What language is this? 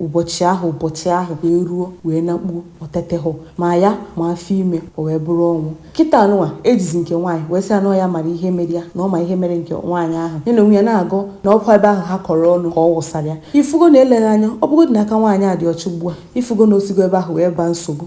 Igbo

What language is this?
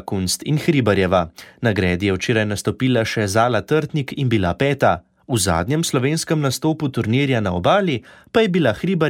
Slovenian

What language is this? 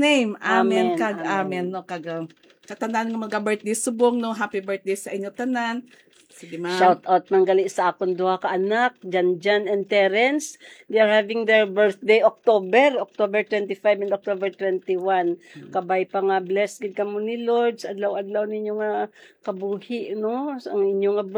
Hiligaynon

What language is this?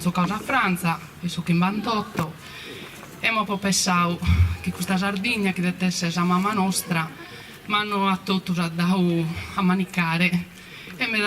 Sardinian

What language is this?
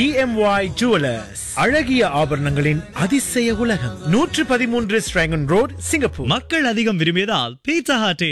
Tamil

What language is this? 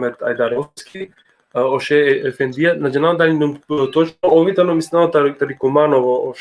Balkan Romani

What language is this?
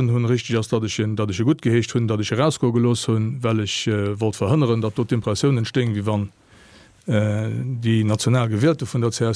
Luxembourgish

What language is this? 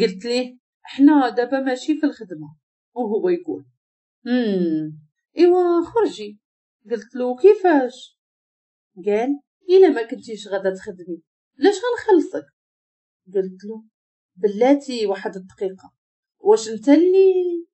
Moroccan Arabic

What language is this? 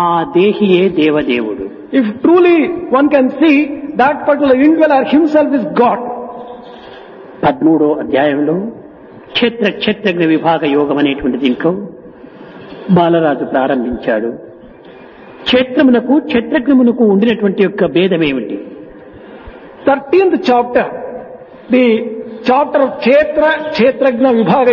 Telugu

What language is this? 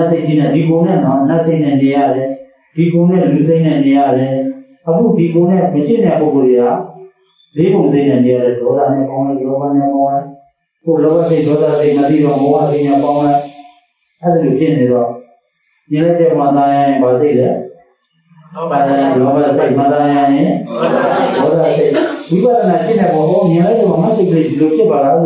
Burmese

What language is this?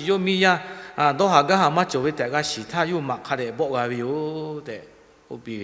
Lahu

